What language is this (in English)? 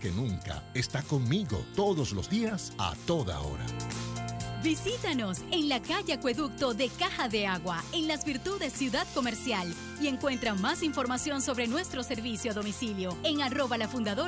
Spanish